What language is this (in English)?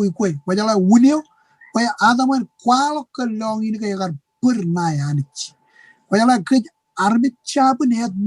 Marshallese